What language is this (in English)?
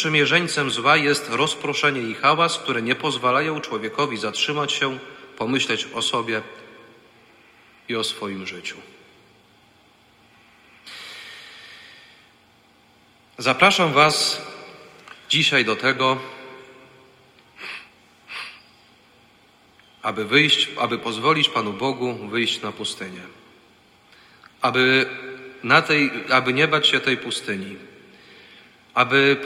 Polish